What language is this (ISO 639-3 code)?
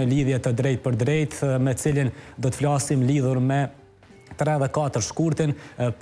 sqi